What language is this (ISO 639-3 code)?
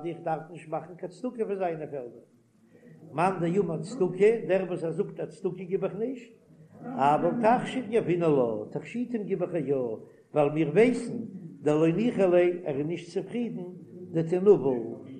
yid